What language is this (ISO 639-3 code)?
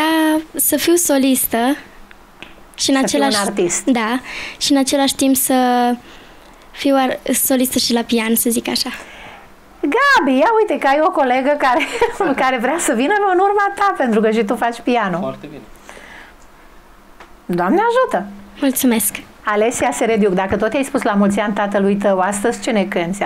ron